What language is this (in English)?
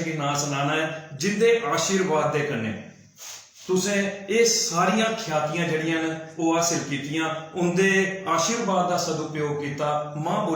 Dogri